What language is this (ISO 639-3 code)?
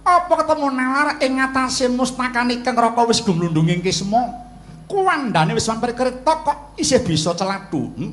jav